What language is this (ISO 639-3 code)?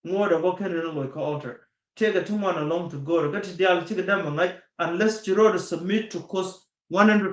nus